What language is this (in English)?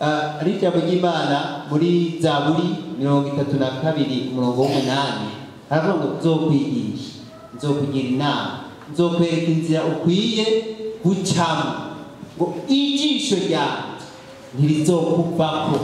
Rundi